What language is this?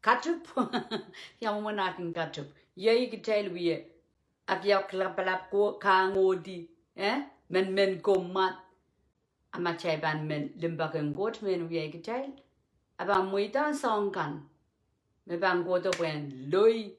Pohnpeian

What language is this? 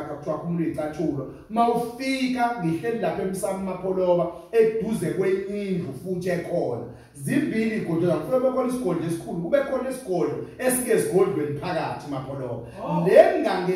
Zulu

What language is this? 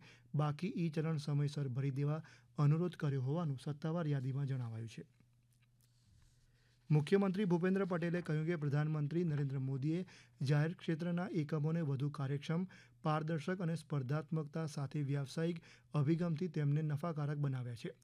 Gujarati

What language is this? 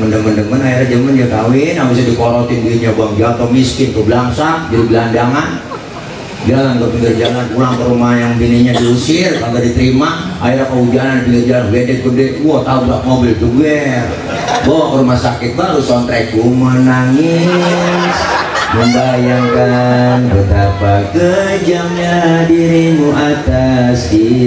Betawi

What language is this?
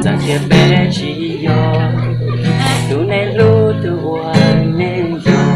Hmong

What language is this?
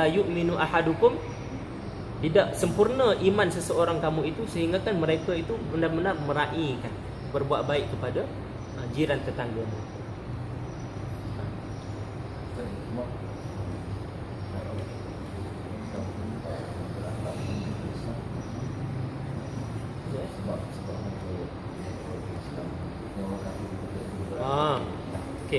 Malay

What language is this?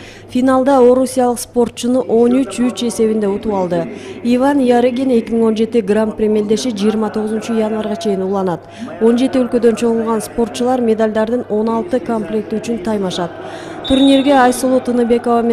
Kyrgyz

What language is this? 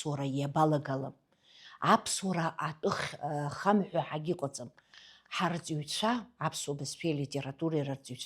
Abkhazian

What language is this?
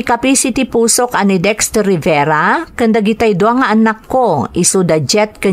Iloko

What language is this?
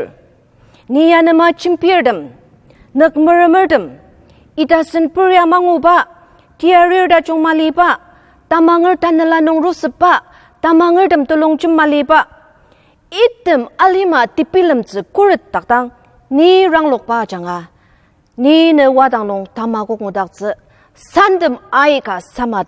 Ao Naga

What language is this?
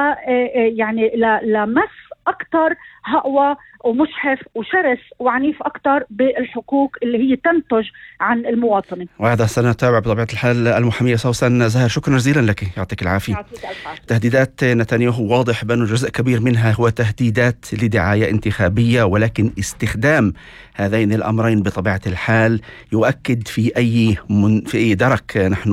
North Levantine Arabic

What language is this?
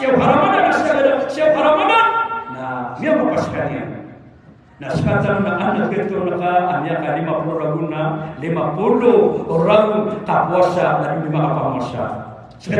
Maranao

